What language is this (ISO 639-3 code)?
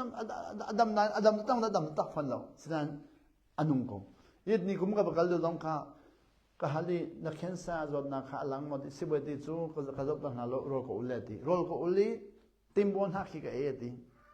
cnh